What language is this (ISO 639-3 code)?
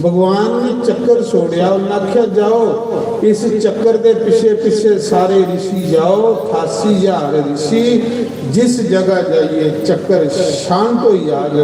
doi